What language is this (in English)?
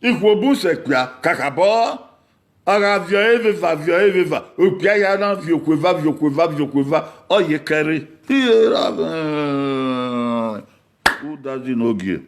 Bini